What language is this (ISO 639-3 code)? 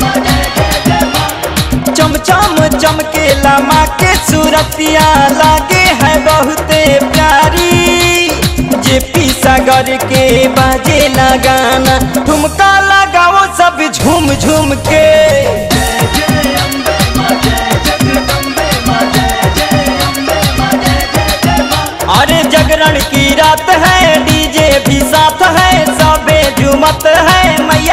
bho